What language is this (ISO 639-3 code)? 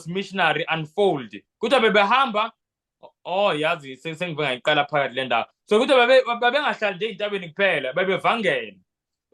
zul